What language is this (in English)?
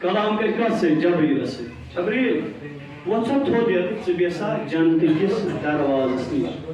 Kashmiri